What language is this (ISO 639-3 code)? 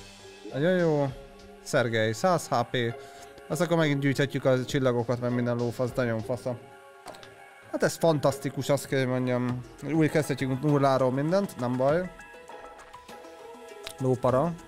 hun